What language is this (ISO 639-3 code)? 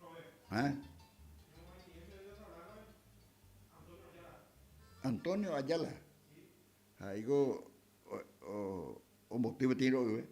grn